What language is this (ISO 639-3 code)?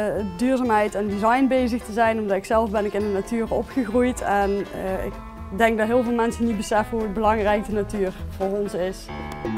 nld